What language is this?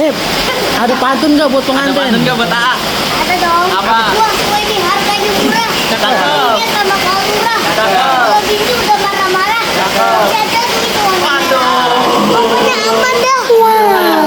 Betawi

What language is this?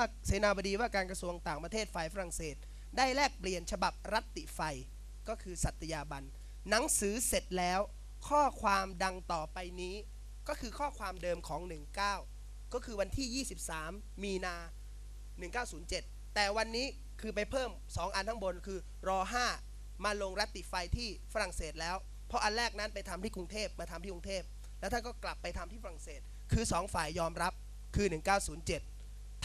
Thai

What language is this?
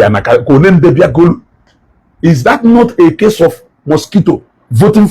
Igbo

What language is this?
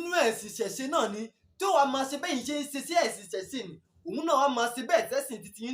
Yoruba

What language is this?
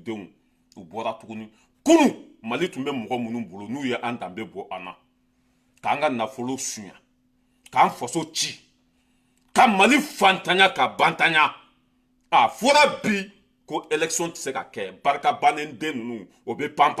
Bambara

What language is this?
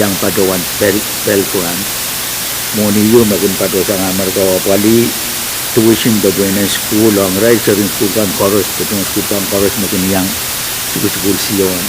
Pohnpeian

